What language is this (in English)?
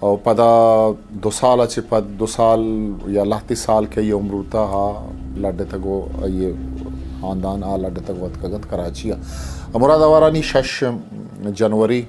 Eastern Balochi